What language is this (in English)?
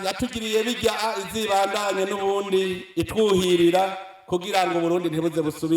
Rundi